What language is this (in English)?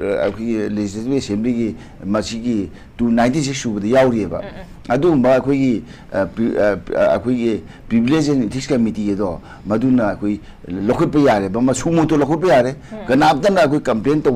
Manipuri